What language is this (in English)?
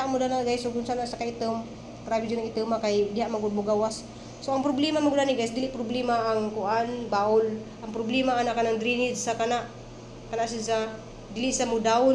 Cebuano